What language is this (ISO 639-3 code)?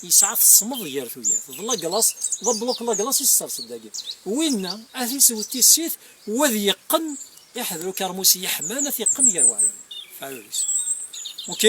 kab